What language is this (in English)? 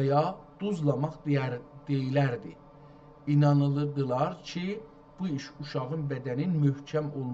South Azerbaijani